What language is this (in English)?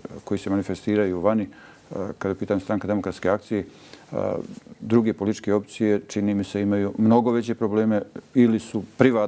Bosnian